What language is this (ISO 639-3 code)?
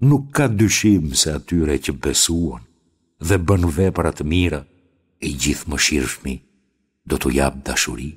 sqi